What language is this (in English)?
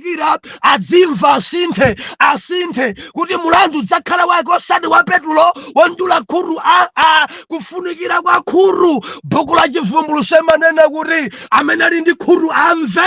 Nyanja